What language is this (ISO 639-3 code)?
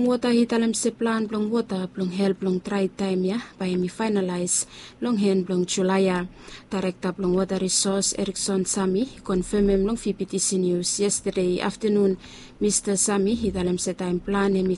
bis